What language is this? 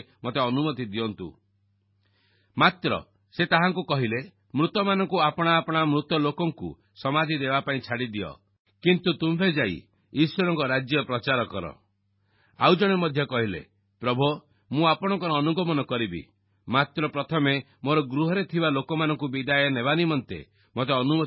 Odia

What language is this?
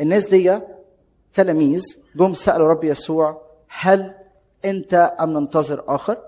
Egyptian Arabic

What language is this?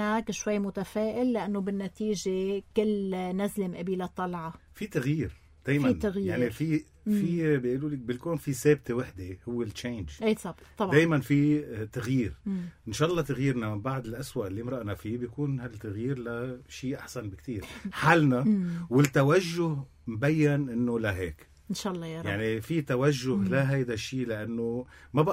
North Levantine Arabic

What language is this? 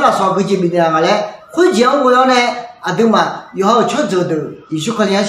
Akha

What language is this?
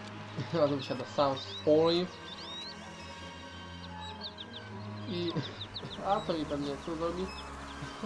Polish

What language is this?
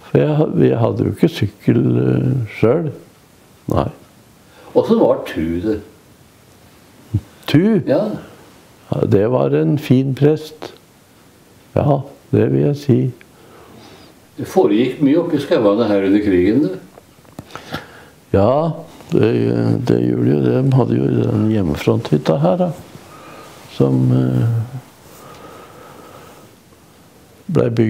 Norwegian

